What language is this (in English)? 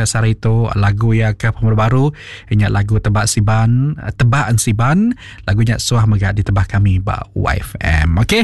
Iban